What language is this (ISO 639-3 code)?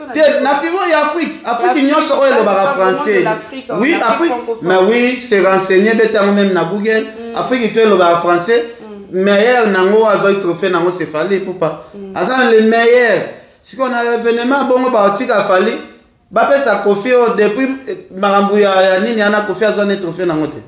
lin